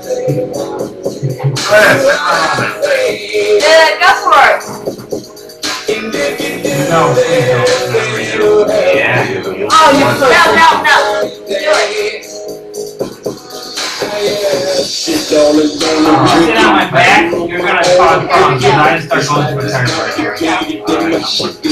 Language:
English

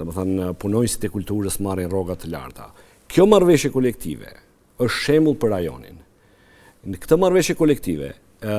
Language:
Albanian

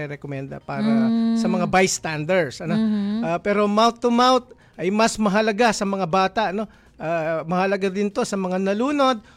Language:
Filipino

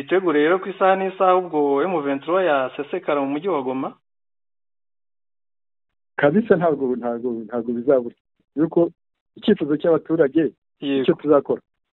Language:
Kinyarwanda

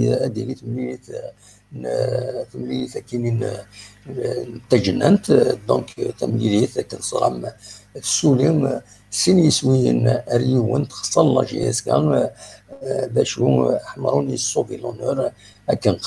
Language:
Kabyle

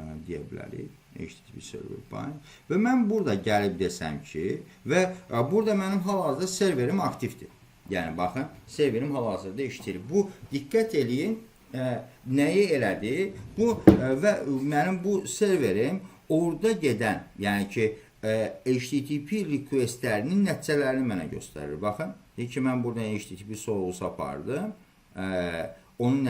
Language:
Azerbaijani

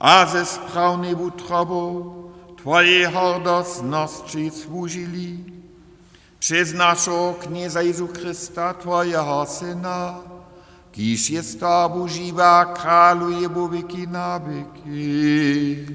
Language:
Upper Sorbian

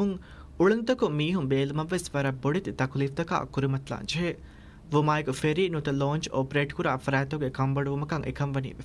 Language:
Divehi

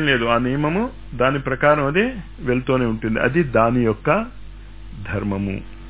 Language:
Telugu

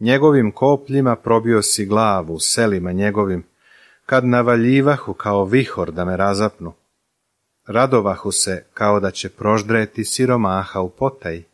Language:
Serbian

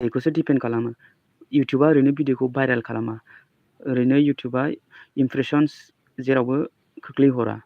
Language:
Bodo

